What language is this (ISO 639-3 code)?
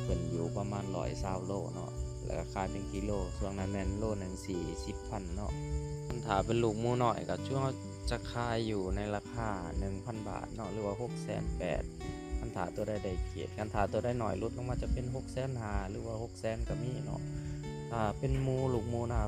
lao